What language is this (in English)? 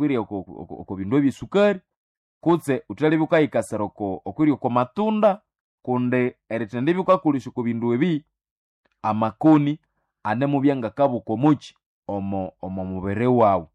Nande